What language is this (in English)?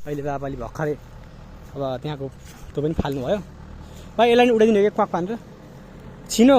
Nepali